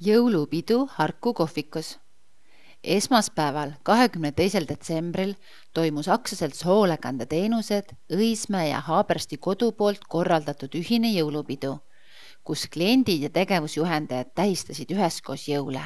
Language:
Estonian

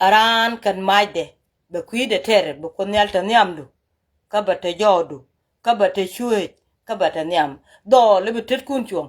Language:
Nuer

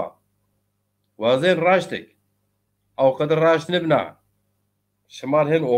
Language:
Zaza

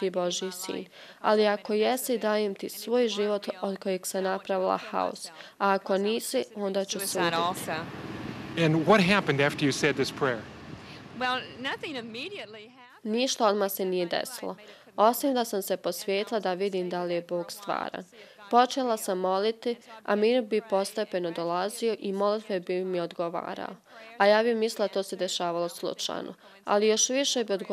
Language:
Bosnian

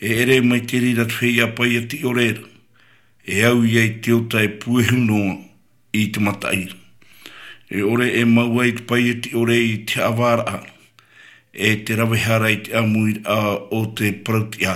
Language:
Tahitian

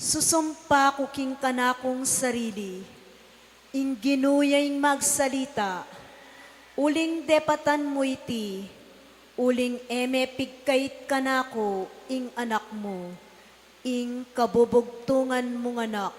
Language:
Pampanga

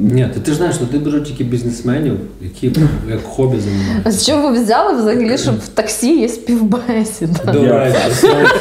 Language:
Ukrainian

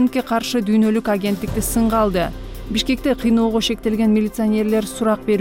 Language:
Kyrgyz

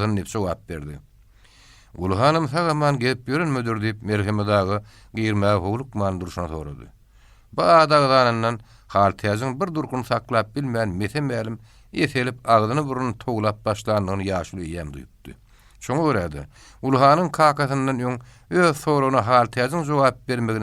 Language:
Turkmen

